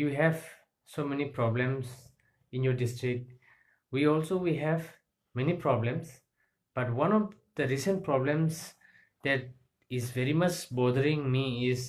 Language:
Karbi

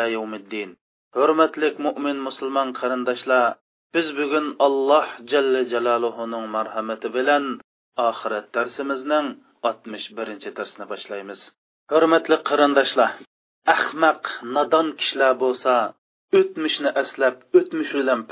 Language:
Uyghur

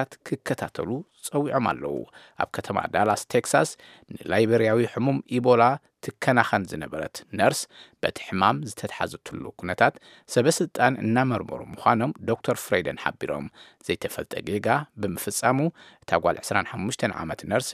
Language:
Tigrinya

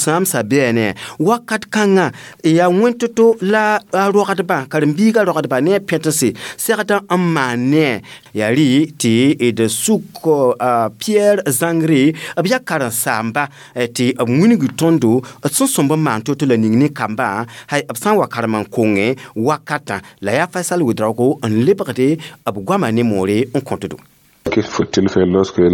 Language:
Mossi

